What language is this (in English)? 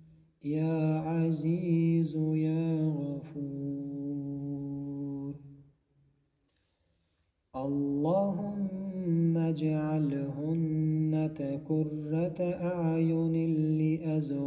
Arabic